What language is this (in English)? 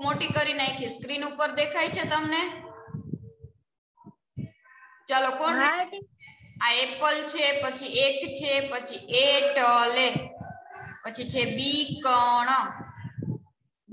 Gujarati